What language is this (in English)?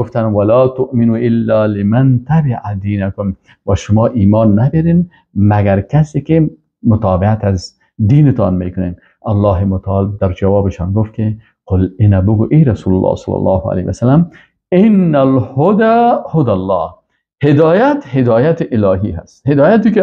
Persian